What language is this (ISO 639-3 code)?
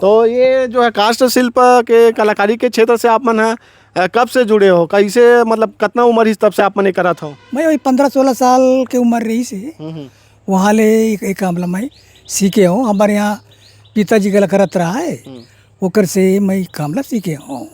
hne